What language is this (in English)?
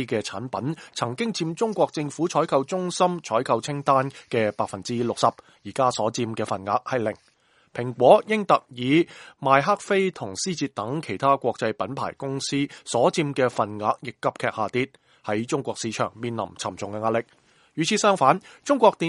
Cantonese